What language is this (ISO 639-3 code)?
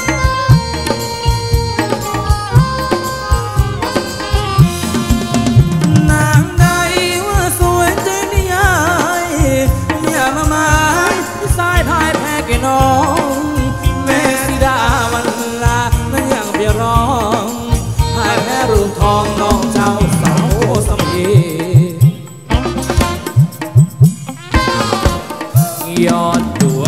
tha